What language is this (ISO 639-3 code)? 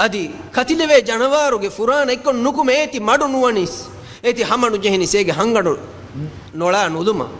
div